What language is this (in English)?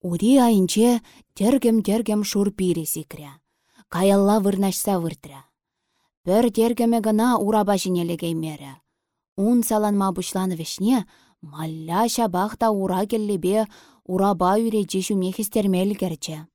Chuvash